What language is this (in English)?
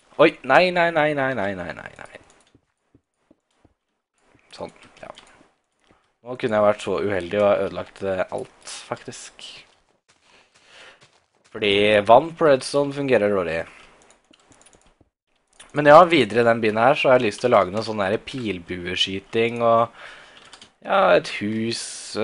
Norwegian